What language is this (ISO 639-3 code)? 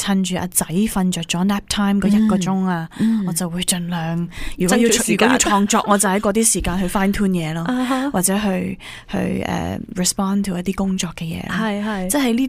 yue